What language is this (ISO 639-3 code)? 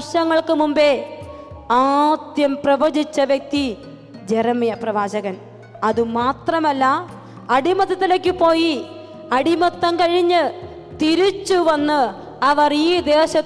mal